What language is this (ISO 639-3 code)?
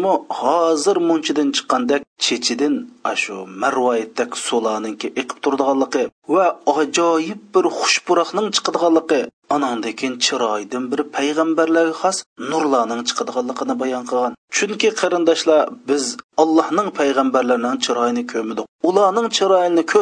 uig